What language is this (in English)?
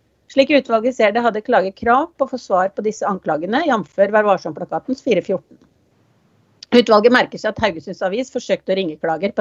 Norwegian